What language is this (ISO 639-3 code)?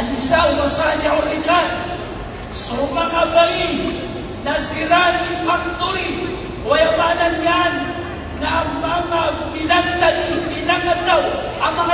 mrw